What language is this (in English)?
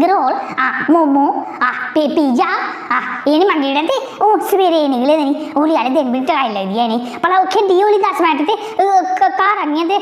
Dogri